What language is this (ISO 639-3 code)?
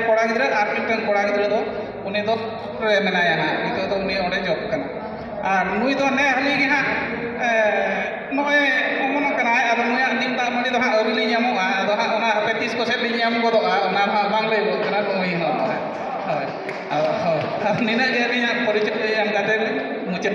sat